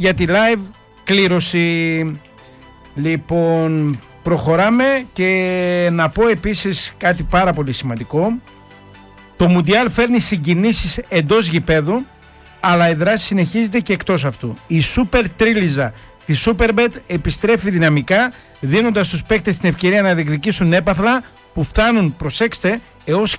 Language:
Greek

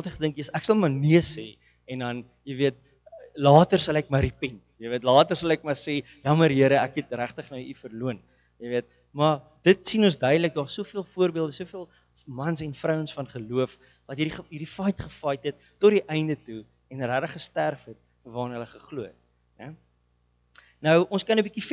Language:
Afrikaans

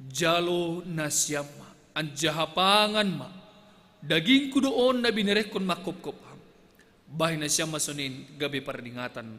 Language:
Batak Simalungun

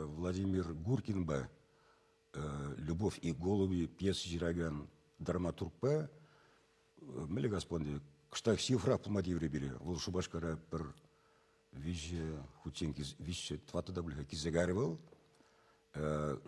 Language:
Chuvash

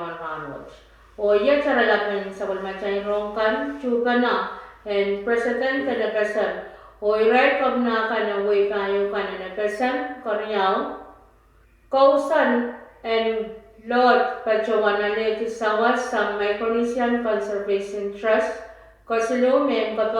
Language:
Pohnpeian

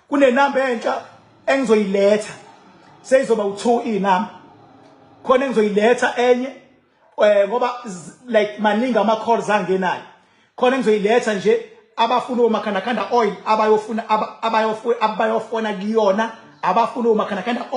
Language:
Zulu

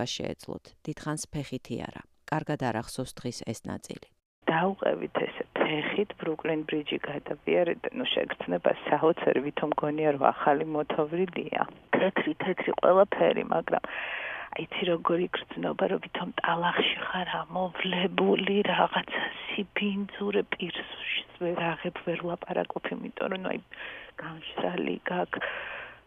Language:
Georgian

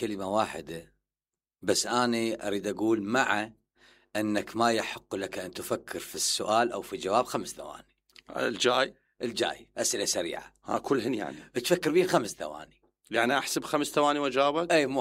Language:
Mesopotamian Arabic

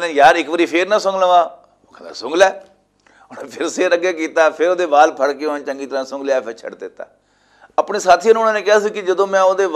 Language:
Western Panjabi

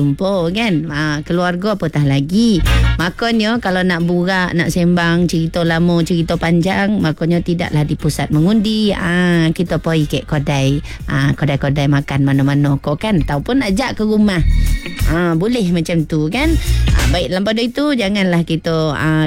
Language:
Malay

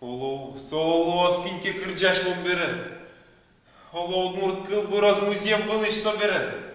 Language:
Udmurt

